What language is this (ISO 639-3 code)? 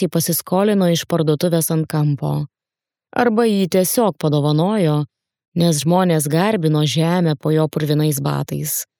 lit